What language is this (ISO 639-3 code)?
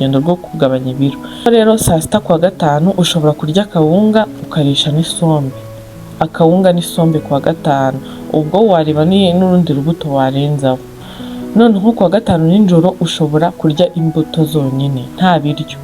kin